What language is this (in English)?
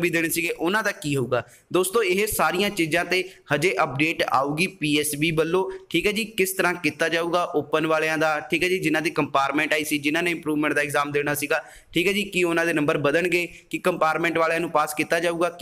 Punjabi